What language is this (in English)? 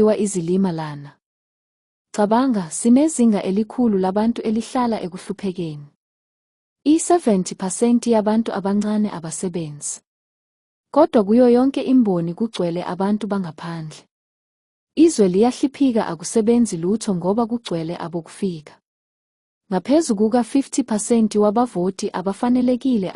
Zulu